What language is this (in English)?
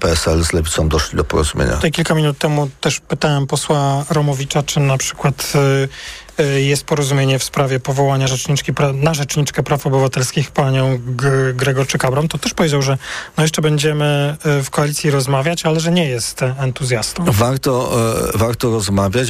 Polish